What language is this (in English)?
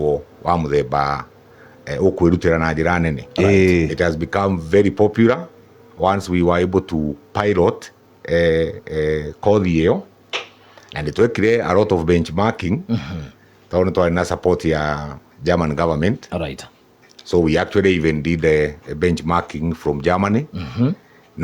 Kikuyu